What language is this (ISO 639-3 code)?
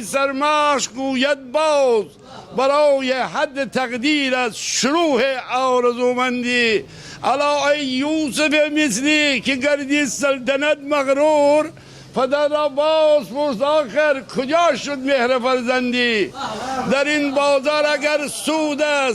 glk